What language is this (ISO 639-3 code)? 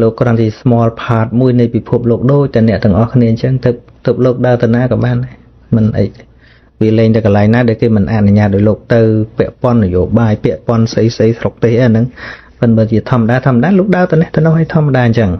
khm